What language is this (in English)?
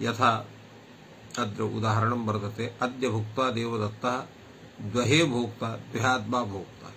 Sanskrit